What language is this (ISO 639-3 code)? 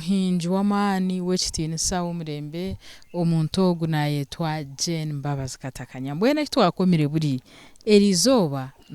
nyn